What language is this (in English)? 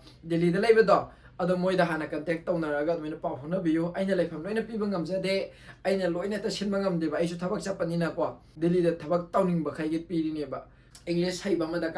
Manipuri